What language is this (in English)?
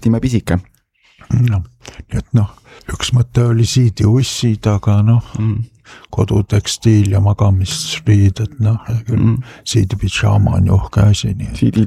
Estonian